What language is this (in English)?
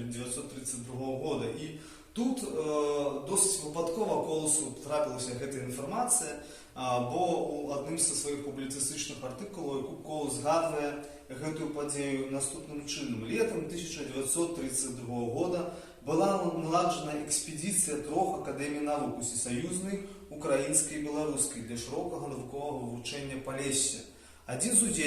Belarusian